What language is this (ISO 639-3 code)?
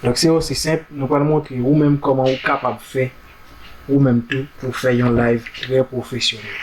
hat